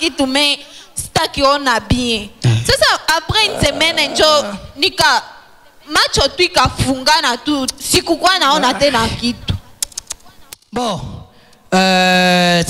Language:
Swahili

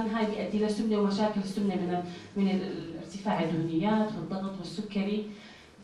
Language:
North Levantine Arabic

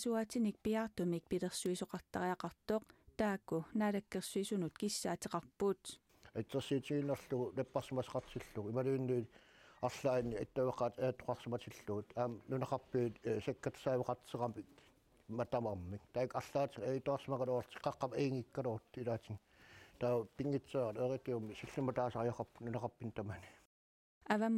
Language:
Kalaallisut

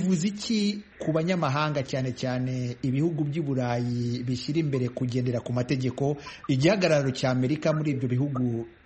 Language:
Kinyarwanda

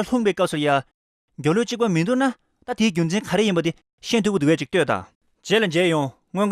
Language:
Tibetan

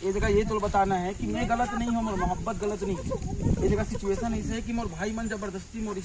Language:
Chhattisgarhi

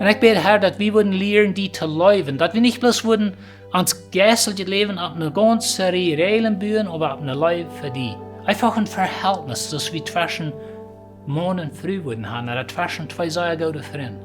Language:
Plautdietsch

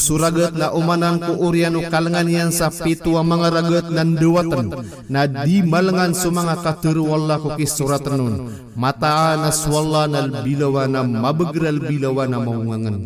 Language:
Maranao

